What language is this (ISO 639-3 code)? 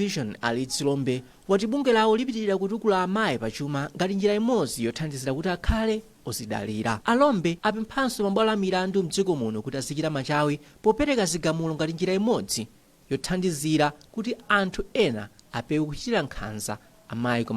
nya